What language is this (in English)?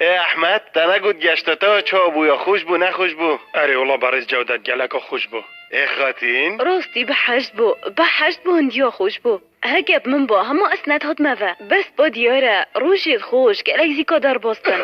Kurdish